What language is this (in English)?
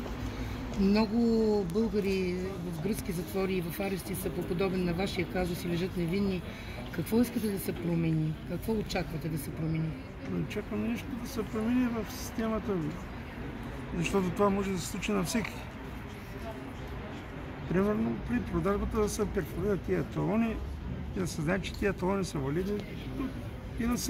Bulgarian